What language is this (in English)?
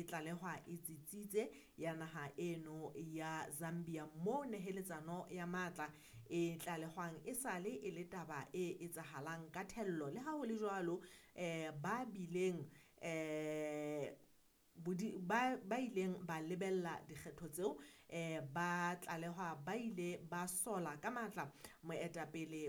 Southern Sotho